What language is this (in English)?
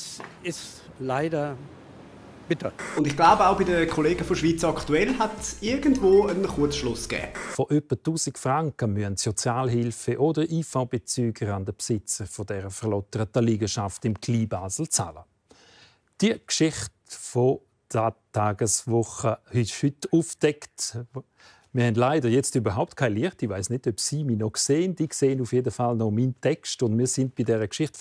Swiss German